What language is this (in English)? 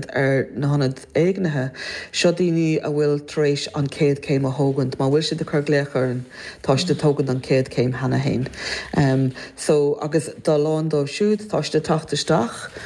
Irish